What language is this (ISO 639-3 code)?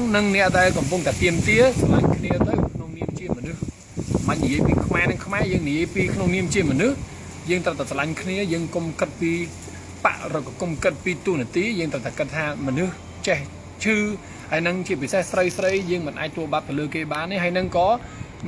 khm